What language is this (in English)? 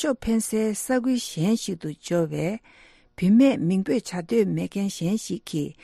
Tibetan